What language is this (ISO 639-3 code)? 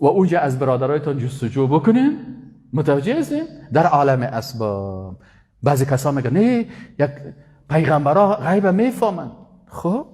fas